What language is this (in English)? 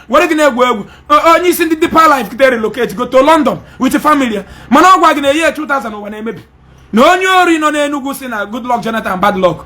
Igbo